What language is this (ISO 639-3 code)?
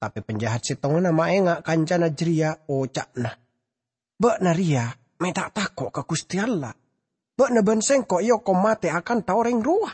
mad